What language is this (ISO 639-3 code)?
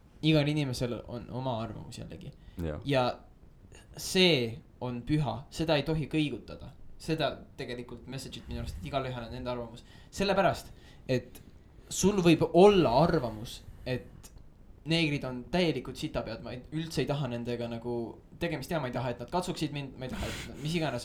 est